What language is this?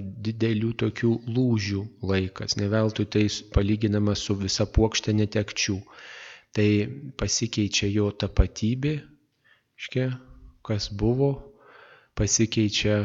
Lithuanian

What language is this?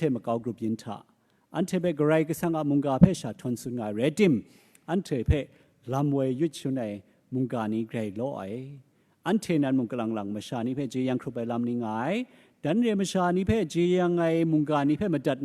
Kachin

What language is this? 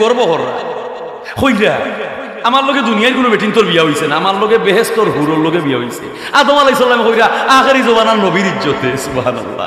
Sylheti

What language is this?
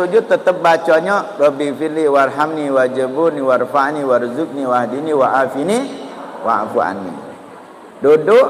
Musi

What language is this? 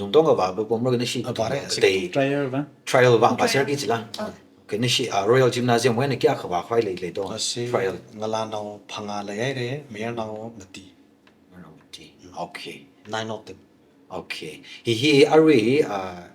Tangkhul Naga (India)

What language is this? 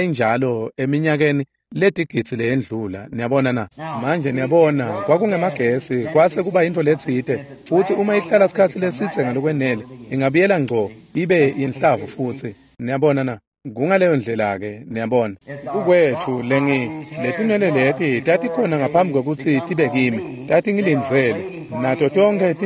Swati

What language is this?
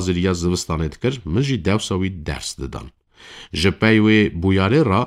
Kurdish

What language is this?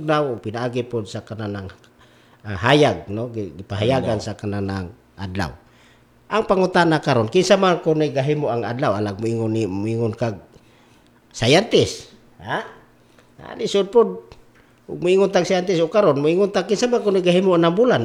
Cebuano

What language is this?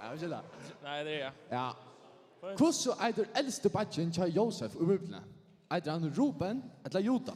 Faroese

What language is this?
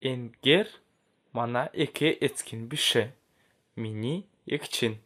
Kalmyk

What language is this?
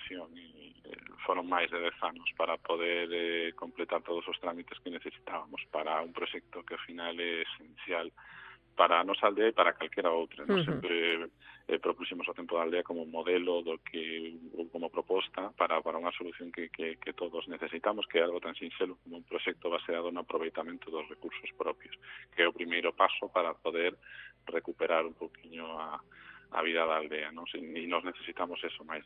Galician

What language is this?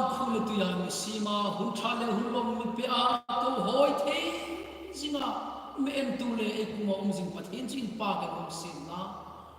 Hmar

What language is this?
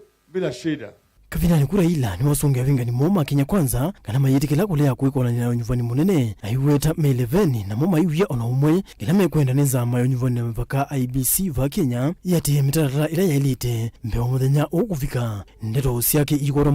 Kamba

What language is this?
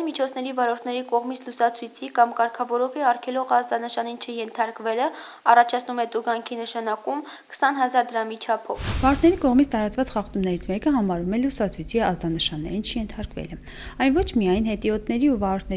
Armenian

